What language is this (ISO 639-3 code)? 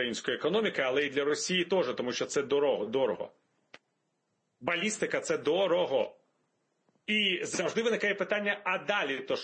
ukr